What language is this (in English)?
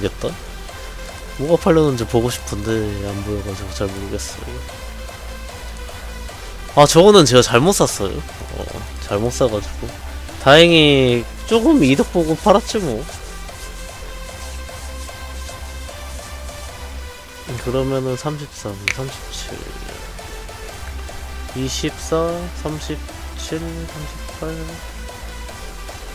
Korean